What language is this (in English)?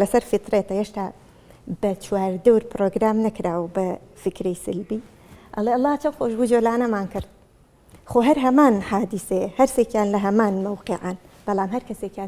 Central Kurdish